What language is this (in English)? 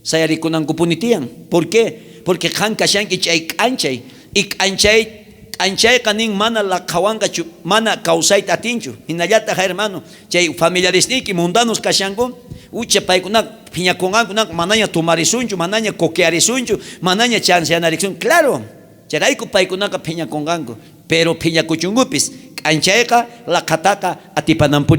South Bolivian Quechua